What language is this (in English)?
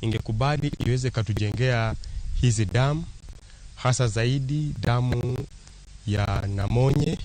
Luo (Kenya and Tanzania)